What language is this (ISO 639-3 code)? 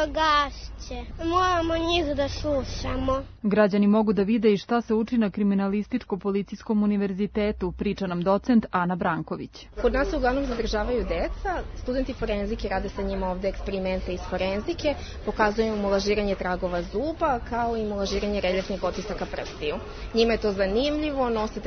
srp